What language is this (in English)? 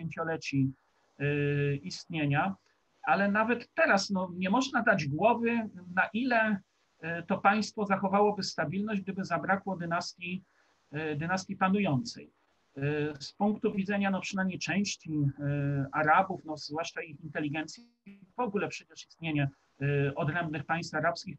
Polish